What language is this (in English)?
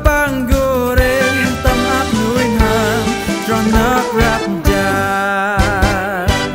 Central Mnong